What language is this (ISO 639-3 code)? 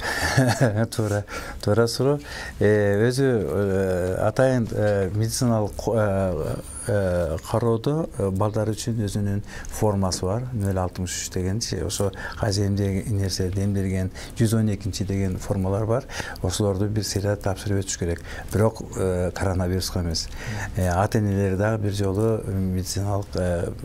kir